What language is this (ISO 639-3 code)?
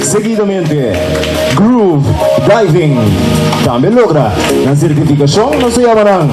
pap